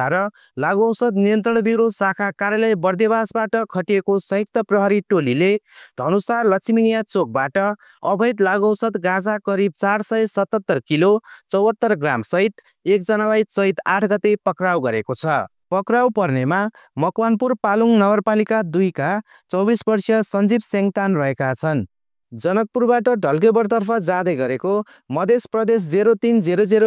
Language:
Nepali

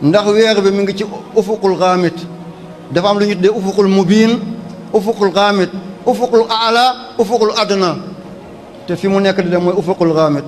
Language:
Wolof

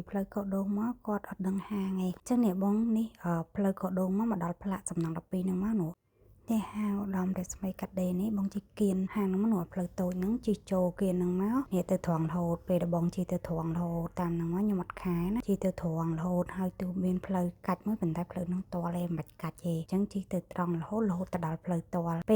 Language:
Khmer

